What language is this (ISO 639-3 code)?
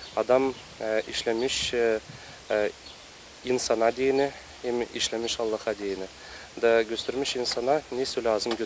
gag